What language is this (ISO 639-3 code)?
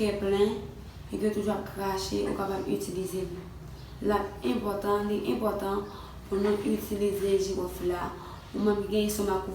hat